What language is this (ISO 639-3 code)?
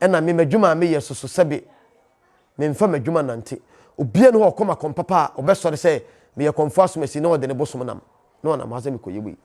aka